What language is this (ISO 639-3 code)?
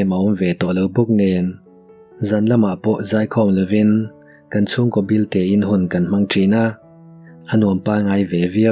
lus